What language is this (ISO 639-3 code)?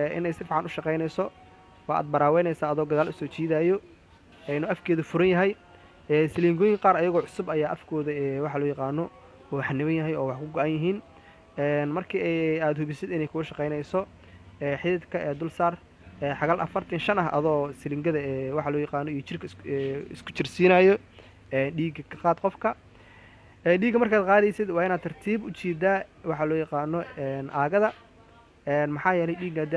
som